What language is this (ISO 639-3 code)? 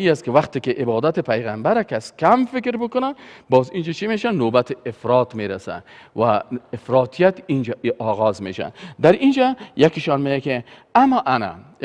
fas